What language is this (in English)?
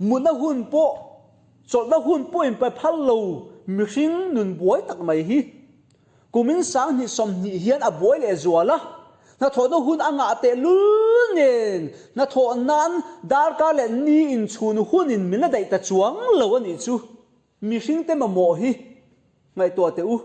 Mizo